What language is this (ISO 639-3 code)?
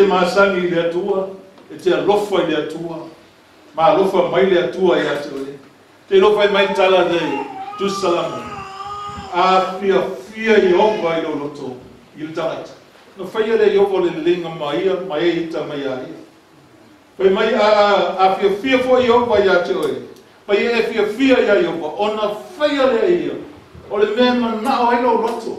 smo